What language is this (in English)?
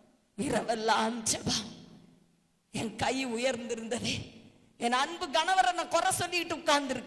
Tamil